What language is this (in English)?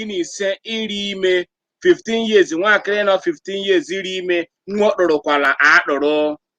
Igbo